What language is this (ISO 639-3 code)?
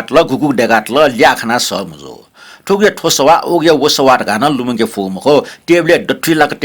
new